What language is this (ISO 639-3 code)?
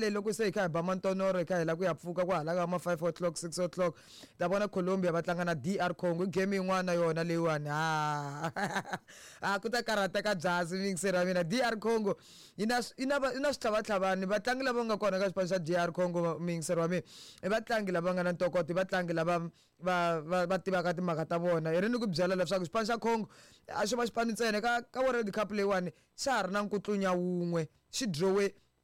tso